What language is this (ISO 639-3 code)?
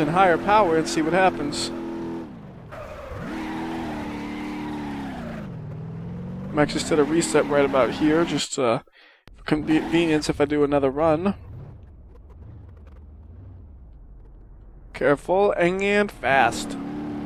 eng